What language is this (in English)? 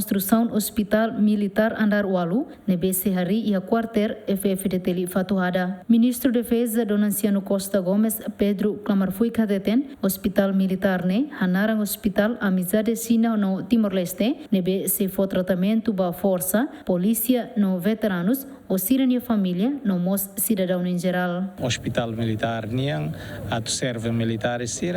Tetum